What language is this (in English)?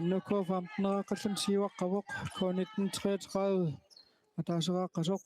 Kalaallisut